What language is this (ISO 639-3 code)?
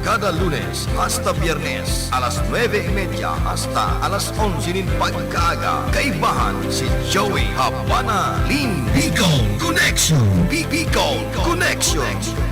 bik